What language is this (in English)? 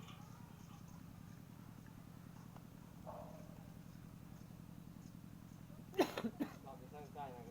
Lao